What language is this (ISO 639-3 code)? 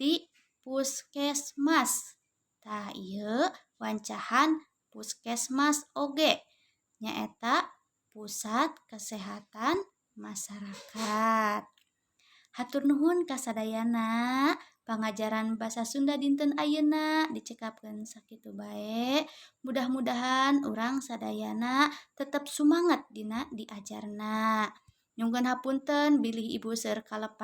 sun